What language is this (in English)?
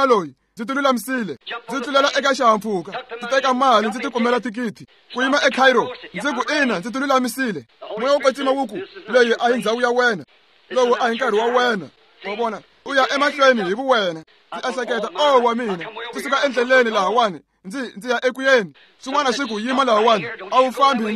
Tsonga